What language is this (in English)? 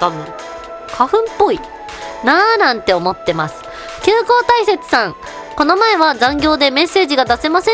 Japanese